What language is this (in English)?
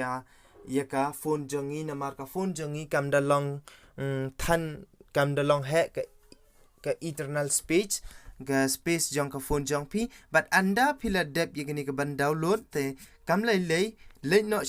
Khasi